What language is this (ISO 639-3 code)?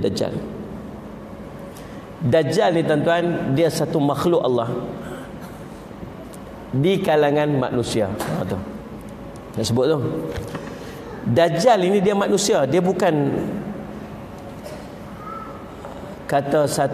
msa